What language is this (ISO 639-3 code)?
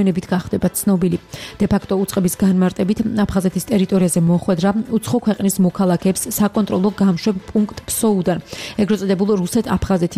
kat